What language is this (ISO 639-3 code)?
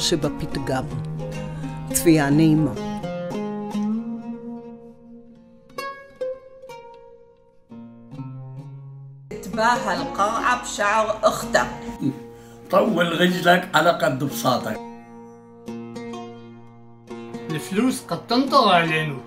heb